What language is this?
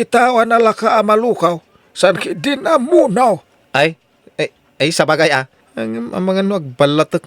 Iloko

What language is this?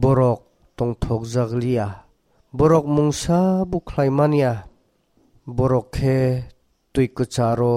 Kok Borok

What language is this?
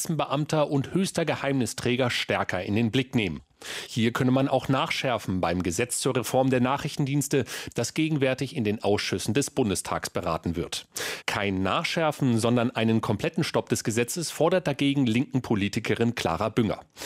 German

